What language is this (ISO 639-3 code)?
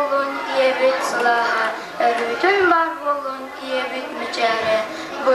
sah